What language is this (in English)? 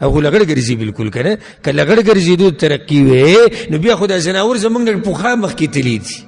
Pashto